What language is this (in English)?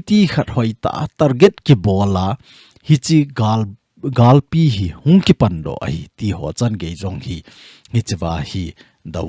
Thado Chin